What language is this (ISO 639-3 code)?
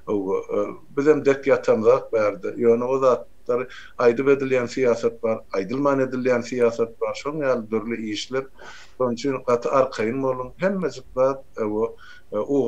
tuk